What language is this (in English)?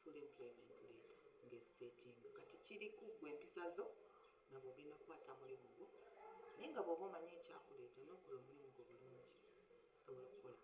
Ganda